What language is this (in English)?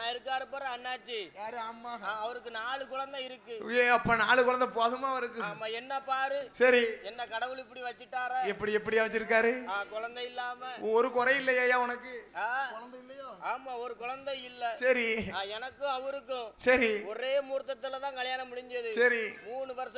Tamil